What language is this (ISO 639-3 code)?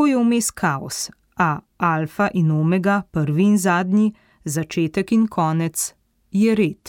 slv